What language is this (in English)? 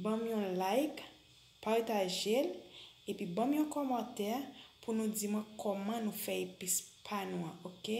Haitian Creole